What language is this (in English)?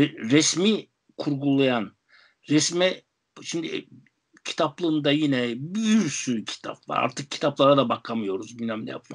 Turkish